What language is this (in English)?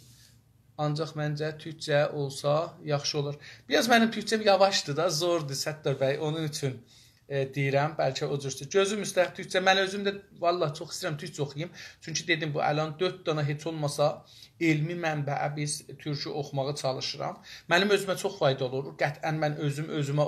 South Azerbaijani